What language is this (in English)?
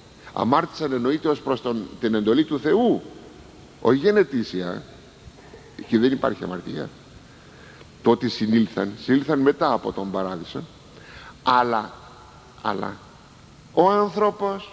Greek